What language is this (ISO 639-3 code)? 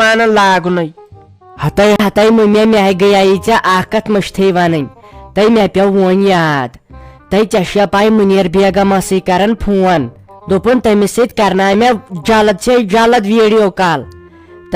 kas